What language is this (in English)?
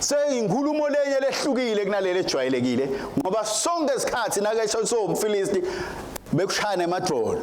Swati